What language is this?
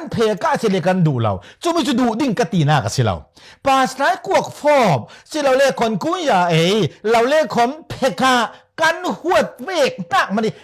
Falam Chin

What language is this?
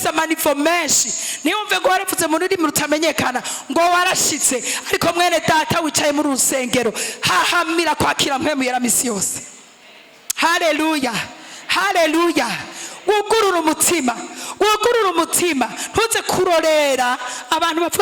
Rundi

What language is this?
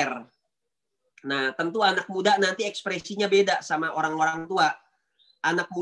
Indonesian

